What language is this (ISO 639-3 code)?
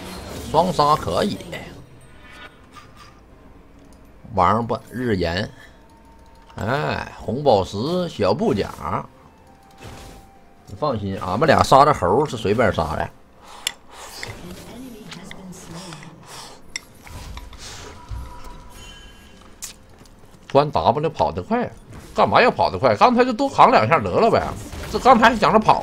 zho